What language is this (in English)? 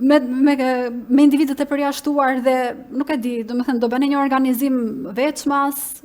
Albanian